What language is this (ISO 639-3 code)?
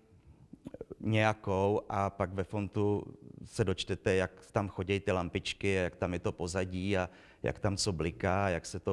ces